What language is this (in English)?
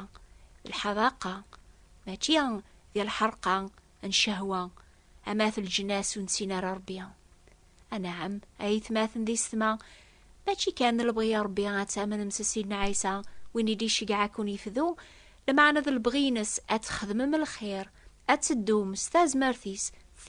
Kabyle